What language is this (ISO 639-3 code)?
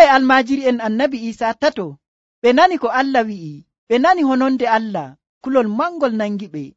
fuv